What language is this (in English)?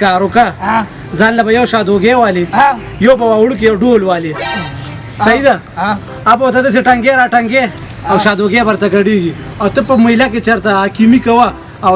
Pashto